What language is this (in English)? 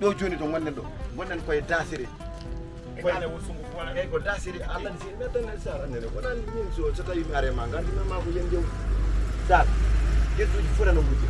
Fula